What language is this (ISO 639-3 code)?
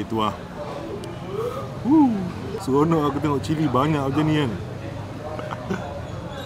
msa